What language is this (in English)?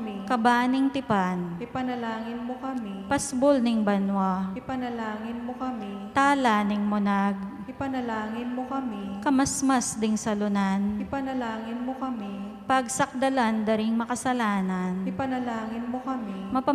Pampanga